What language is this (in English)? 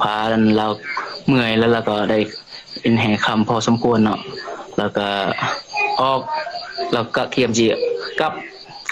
Lao